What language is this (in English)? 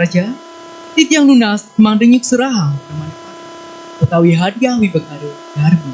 Balinese